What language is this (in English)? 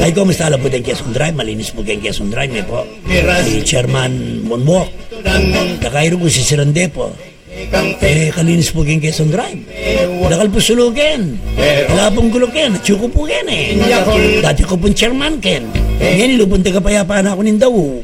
Pampanga